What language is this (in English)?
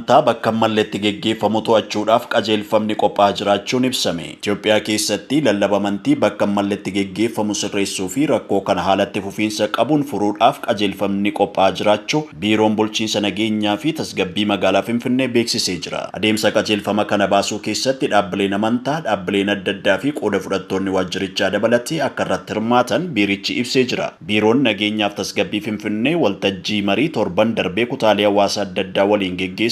Oromo